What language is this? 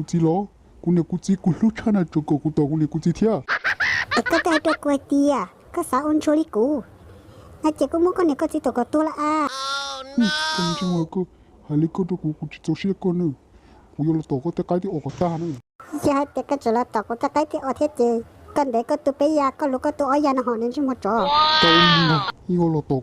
Hmong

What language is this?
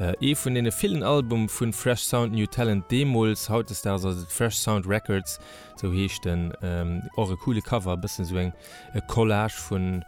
Luxembourgish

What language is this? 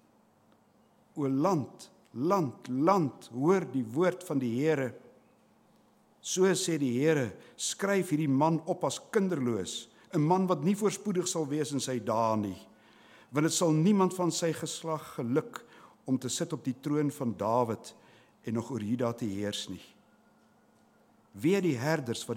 Afrikaans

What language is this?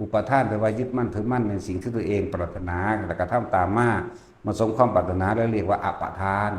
Lao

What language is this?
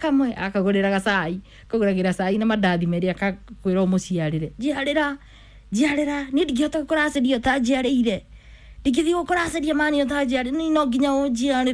Kikuyu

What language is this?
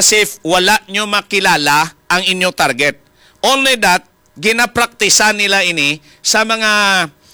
Hiligaynon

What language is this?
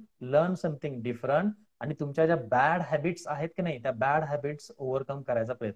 Marathi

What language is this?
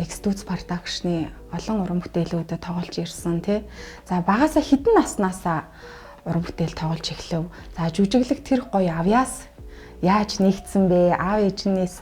Mongolian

